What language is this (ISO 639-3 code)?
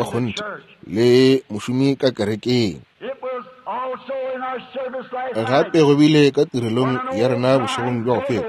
nso